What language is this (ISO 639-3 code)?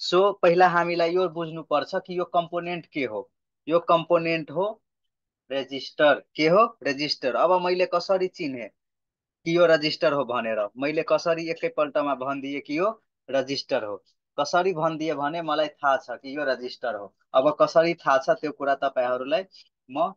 nep